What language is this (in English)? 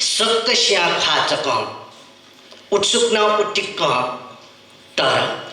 Newari